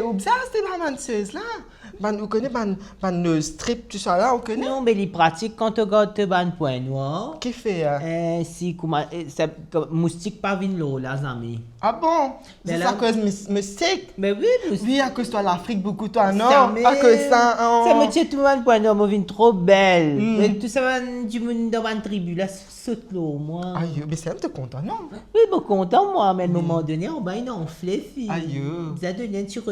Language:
Morisyen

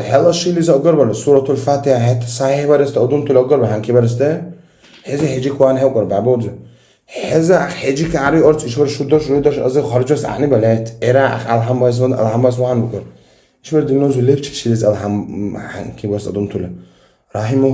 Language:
Dargwa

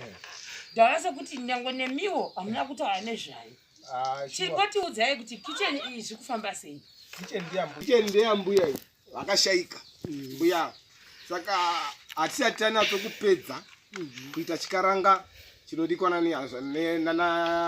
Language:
Shona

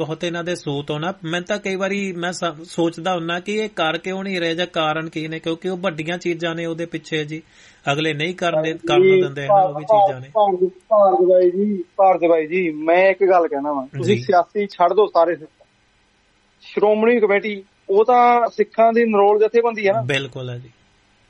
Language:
Punjabi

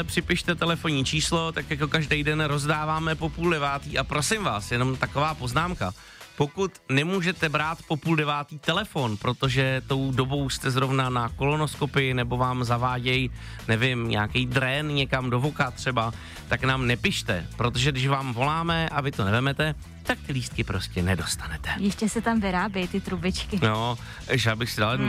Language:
Czech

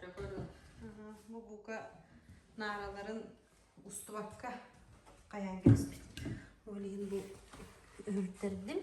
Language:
Yakut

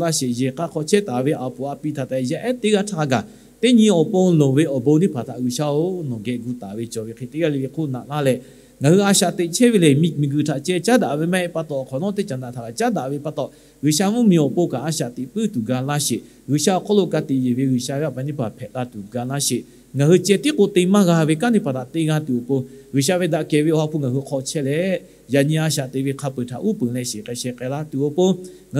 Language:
Lahu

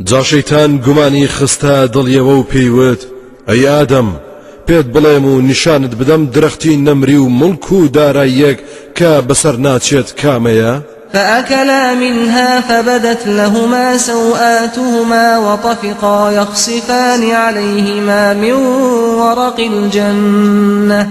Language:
Central Kurdish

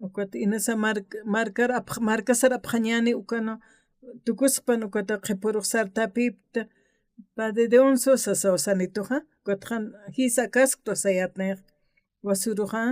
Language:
Aymara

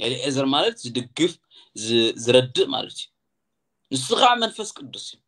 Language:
Tigrinya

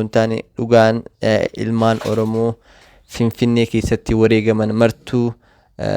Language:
Oromo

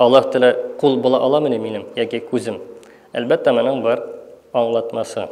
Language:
Tatar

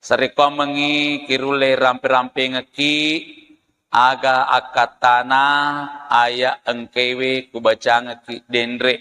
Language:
Buginese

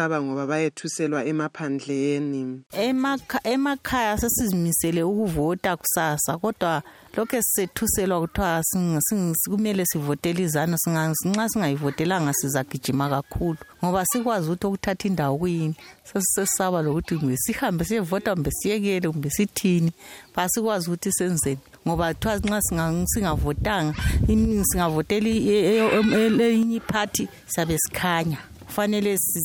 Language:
North Ndebele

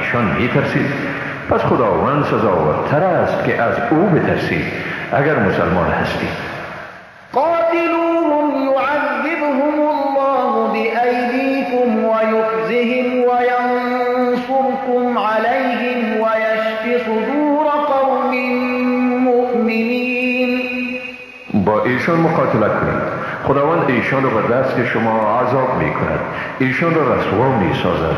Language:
Persian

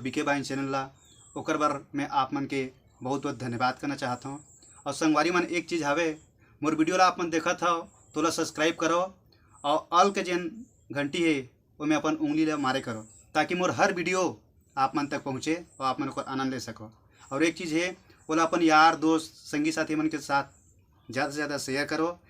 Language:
Chhattisgarhi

